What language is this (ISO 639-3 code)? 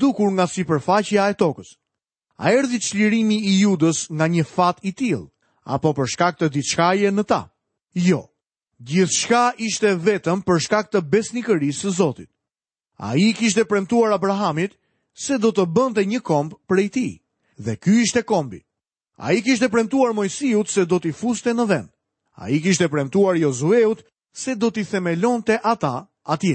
sqi